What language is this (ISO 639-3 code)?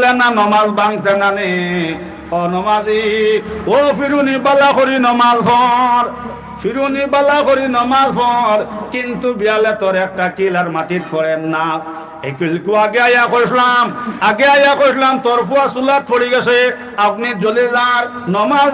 syl